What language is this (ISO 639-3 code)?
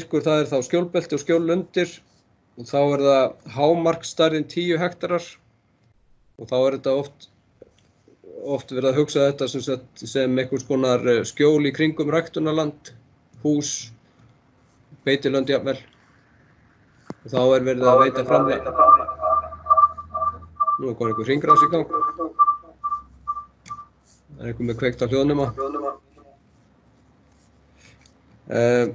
isl